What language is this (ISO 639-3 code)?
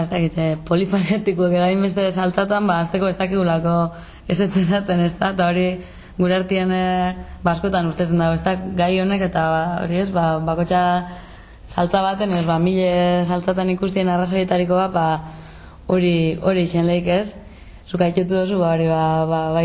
eus